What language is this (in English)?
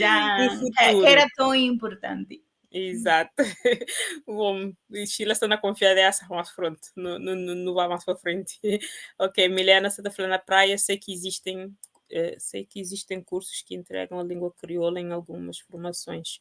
Kabuverdianu